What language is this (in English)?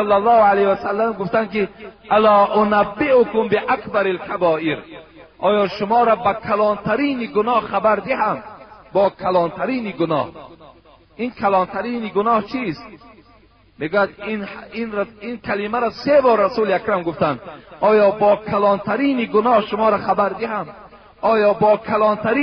Tajik